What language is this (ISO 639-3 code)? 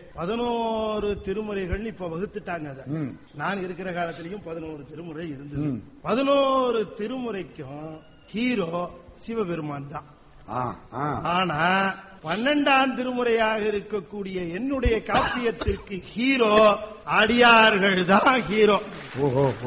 tam